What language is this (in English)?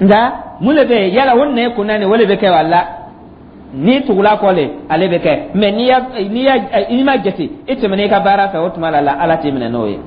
Dyula